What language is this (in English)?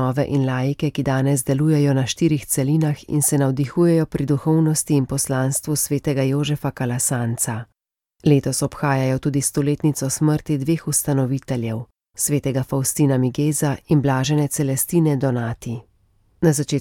Slovenian